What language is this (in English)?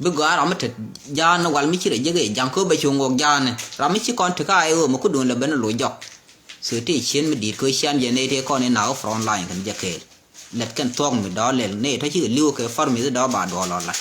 Nuer